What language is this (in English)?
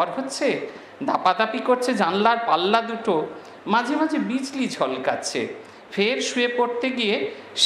Bangla